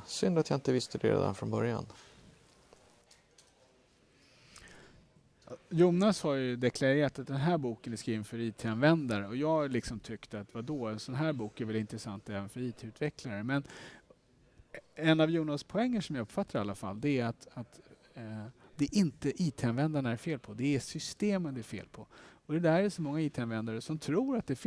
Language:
Swedish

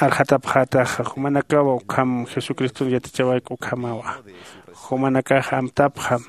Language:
Aymara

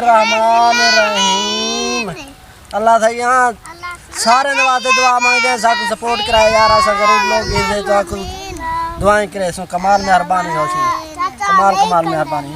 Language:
Saraiki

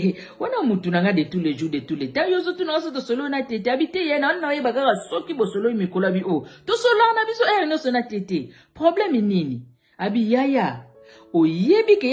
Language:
Lingala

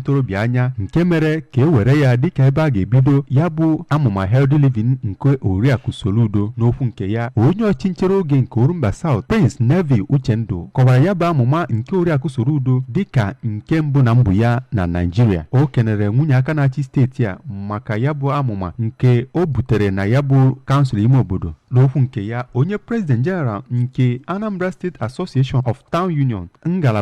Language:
Igbo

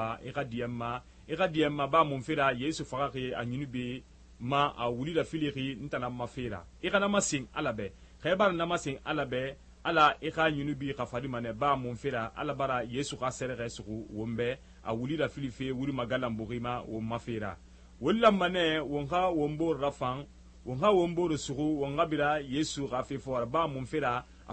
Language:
Susu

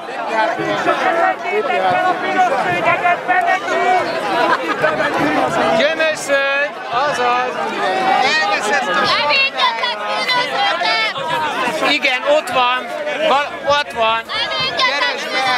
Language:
Hungarian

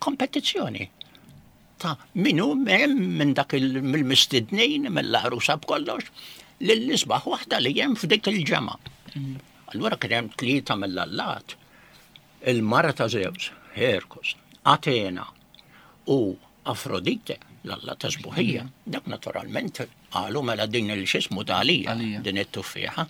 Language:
Maltese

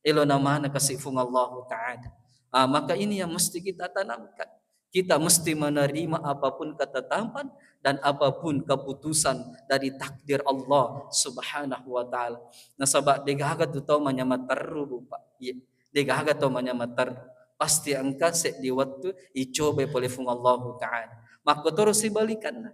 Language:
Buginese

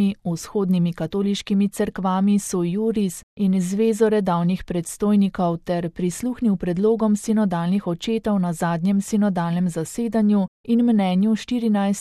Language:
Slovenian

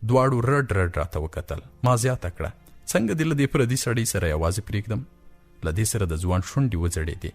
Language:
Pashto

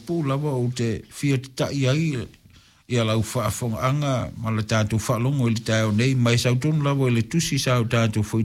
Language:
Samoan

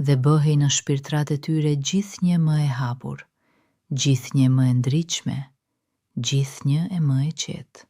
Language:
Albanian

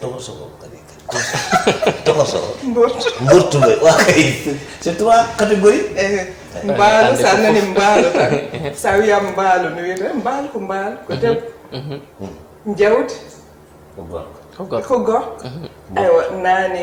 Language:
Fula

